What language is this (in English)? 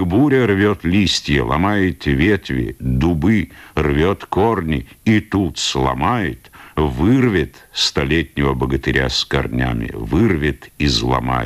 Russian